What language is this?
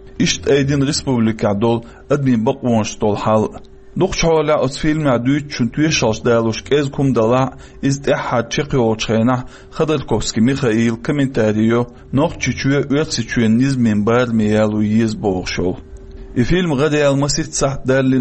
Chechen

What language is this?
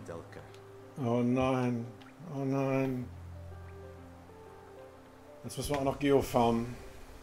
German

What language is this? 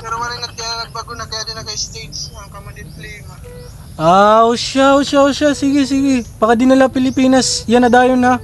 Waray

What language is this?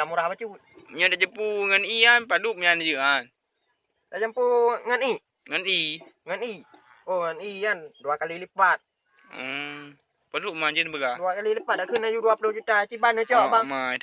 Achinese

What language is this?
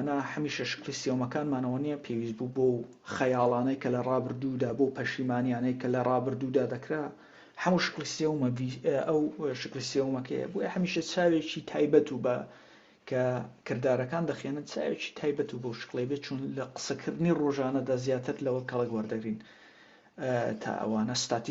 Central Kurdish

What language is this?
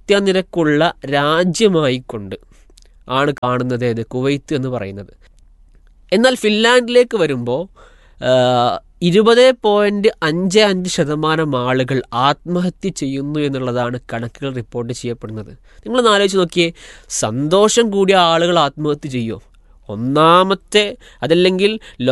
Malayalam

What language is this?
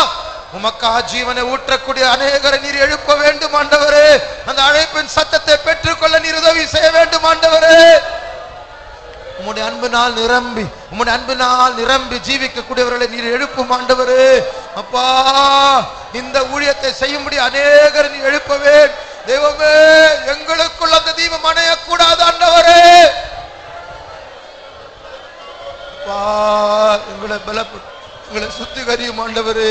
Tamil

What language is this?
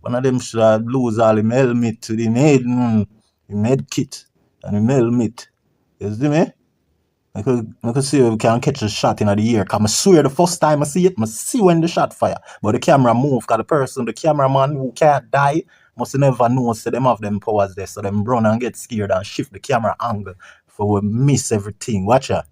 Jamaican Creole English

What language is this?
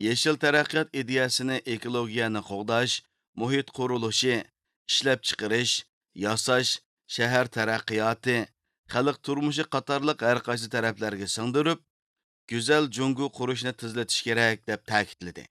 Uyghur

